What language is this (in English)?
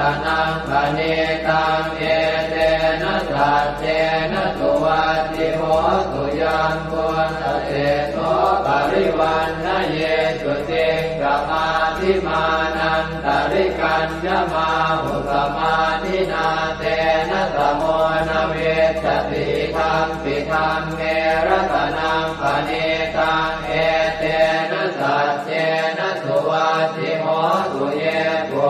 Pali